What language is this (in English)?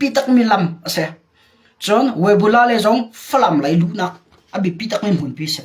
Hakha Chin